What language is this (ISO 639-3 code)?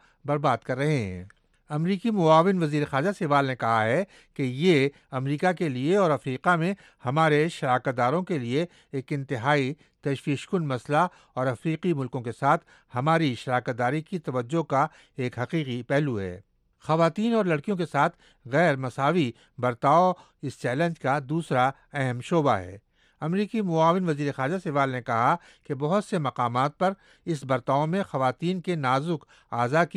urd